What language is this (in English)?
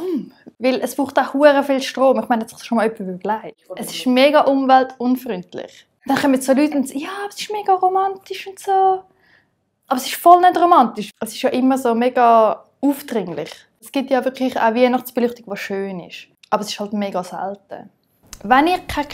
Swiss German